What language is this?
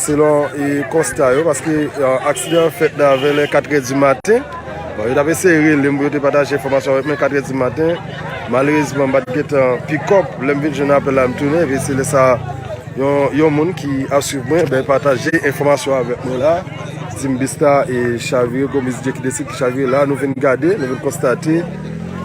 Haitian Creole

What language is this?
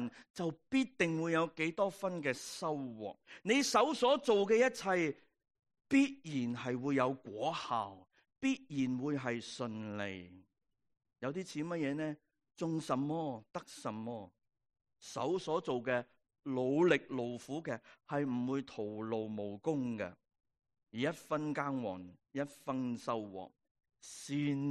Cantonese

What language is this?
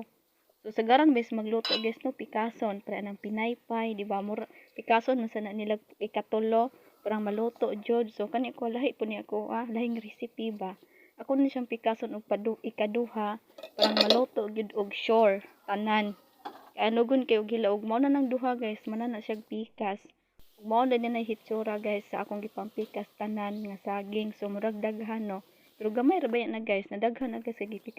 Cebuano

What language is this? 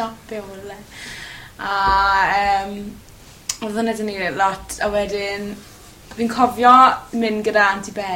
Welsh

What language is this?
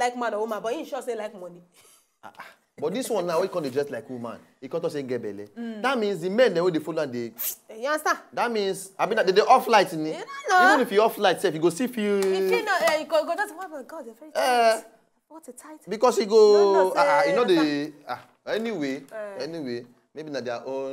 Nigerian Pidgin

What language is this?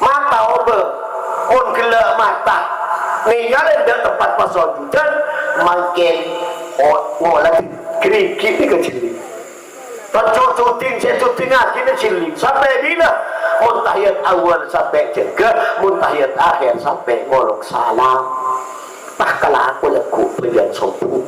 Madurese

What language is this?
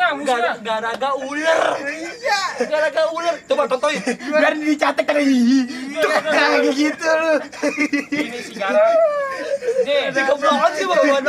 Betawi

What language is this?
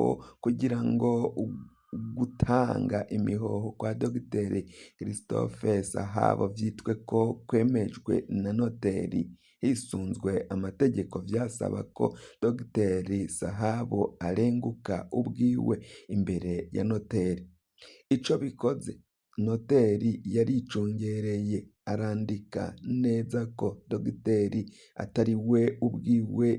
Rundi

